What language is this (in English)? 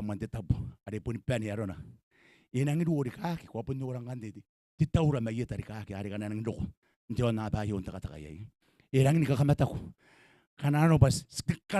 Gilbertese